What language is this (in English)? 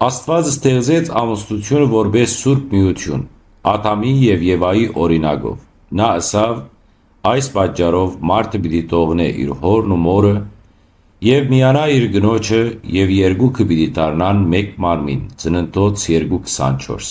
Western Armenian